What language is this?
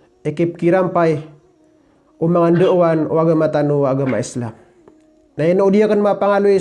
Maranao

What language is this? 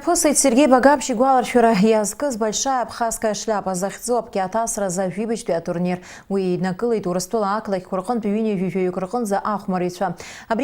Abkhazian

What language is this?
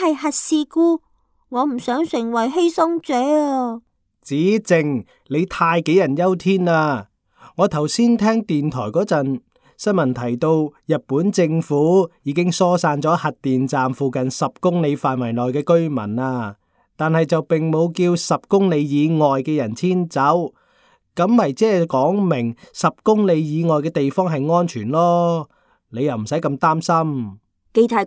Cantonese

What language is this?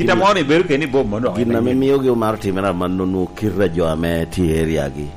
Lango (Uganda)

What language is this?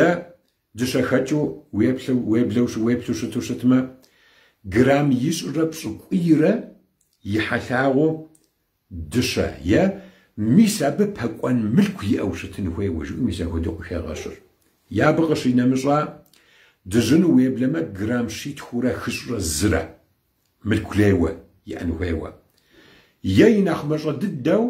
Kabardian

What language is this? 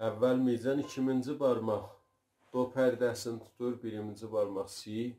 South Azerbaijani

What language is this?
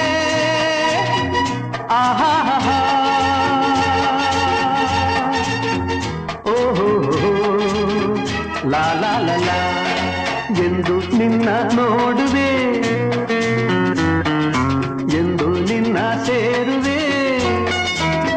Kannada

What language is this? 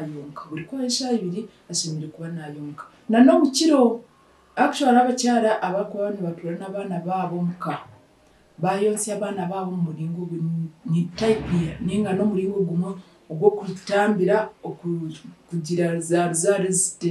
Nyankole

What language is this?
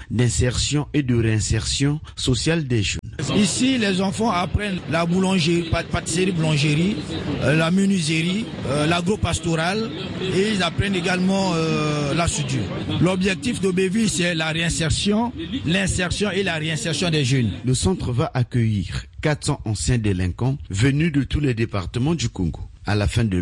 French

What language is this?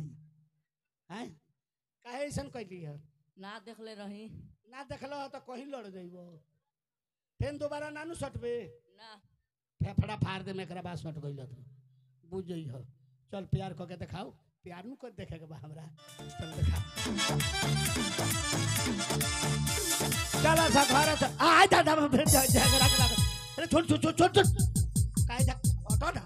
Bhojpuri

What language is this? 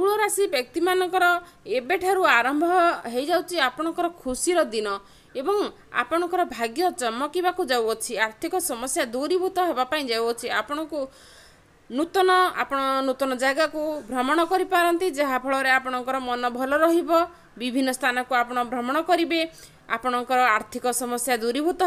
Odia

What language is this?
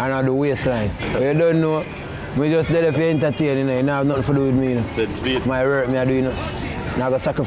Jamaican Creole English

